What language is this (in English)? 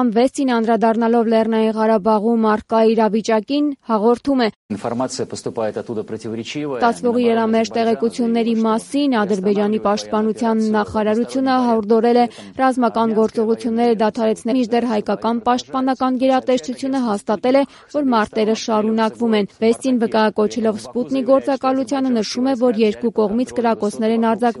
Armenian